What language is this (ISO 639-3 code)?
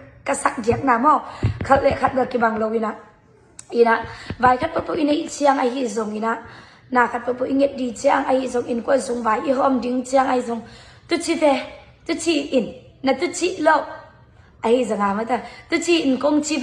ctd